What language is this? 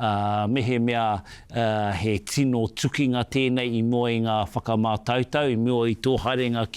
Māori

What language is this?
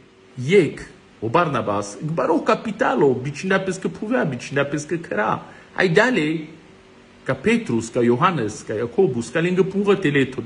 Romany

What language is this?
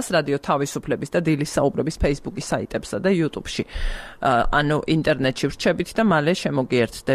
Georgian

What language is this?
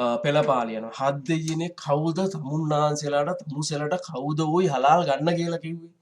Sinhala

